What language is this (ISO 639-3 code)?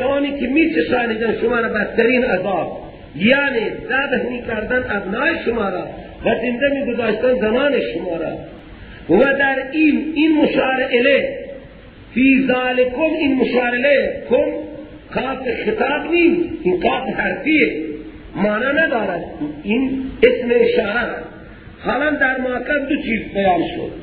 fas